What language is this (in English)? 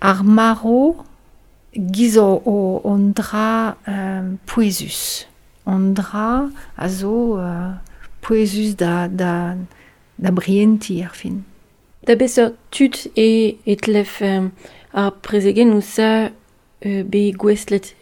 Breton